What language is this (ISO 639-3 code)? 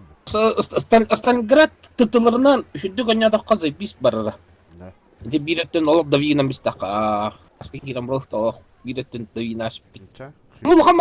sah